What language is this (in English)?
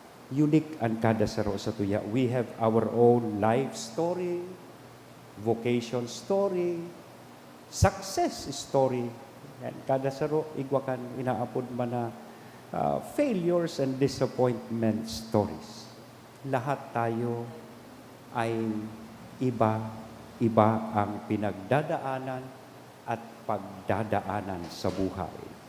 Bikol